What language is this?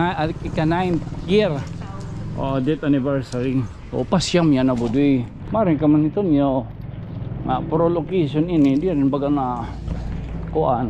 Waray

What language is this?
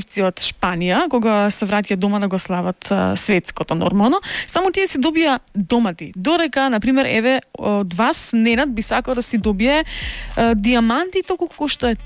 Macedonian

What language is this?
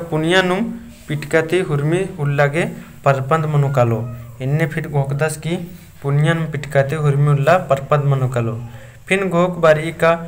Kurukh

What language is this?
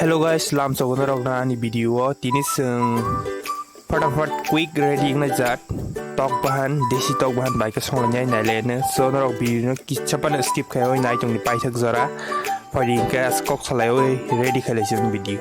Kok Borok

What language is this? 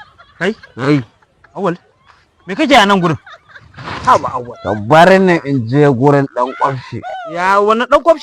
Hausa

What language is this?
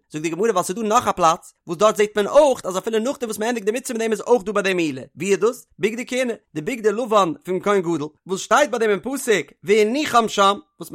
Yiddish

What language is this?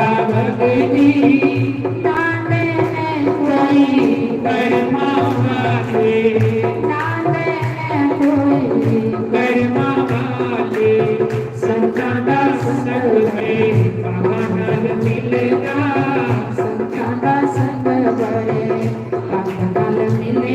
Dogri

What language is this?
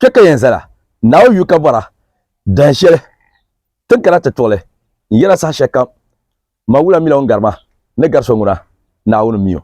Dagbani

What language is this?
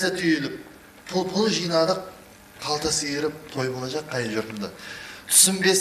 Kara-Kalpak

